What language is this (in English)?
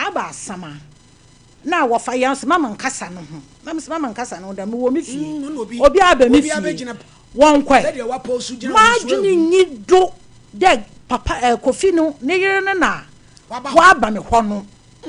Akan